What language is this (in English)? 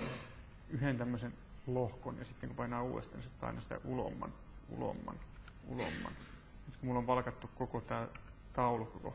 Finnish